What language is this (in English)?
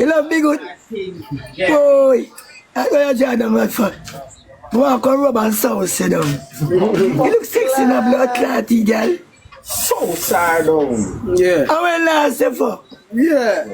Jamaican Creole English